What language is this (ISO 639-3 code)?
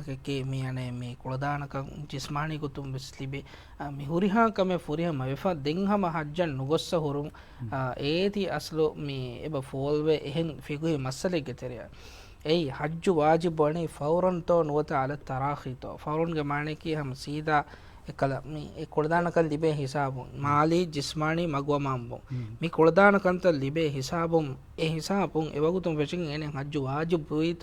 div